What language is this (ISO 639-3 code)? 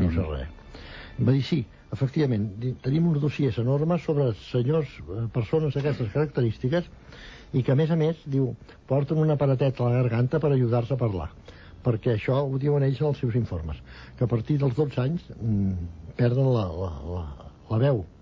cat